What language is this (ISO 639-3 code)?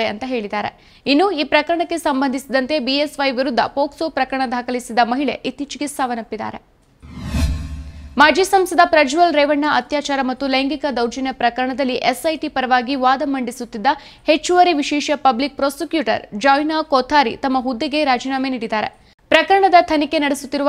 kan